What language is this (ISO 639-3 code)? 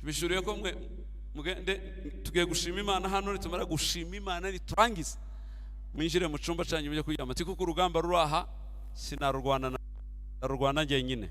kin